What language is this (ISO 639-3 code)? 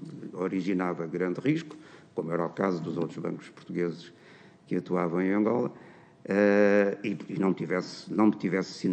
por